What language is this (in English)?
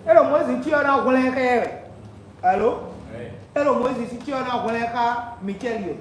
Fon